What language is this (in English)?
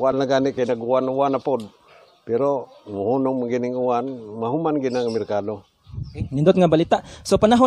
Cebuano